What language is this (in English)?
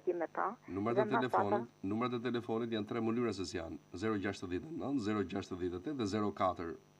Albanian